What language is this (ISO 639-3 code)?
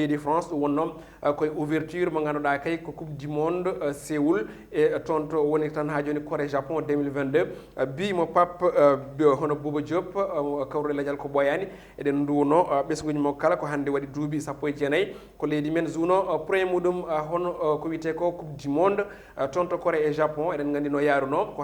ful